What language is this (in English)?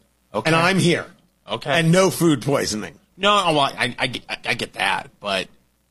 English